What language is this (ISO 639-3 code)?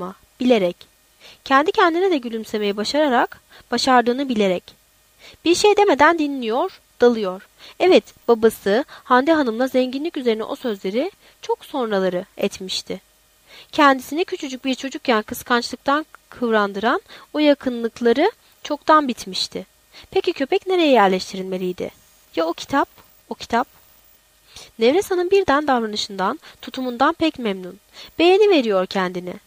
tur